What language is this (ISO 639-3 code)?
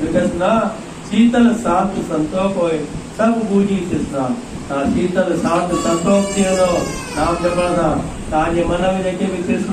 snd